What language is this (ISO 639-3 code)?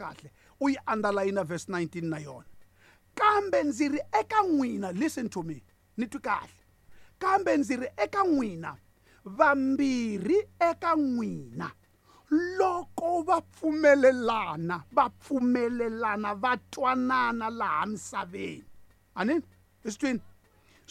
tso